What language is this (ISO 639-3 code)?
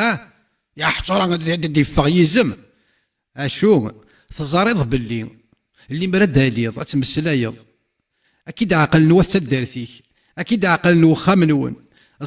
kab